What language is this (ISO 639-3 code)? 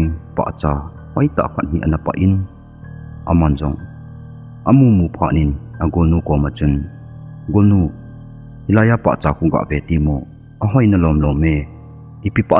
tcz